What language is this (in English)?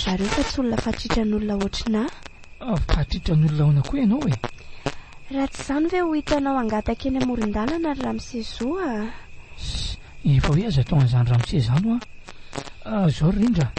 Malagasy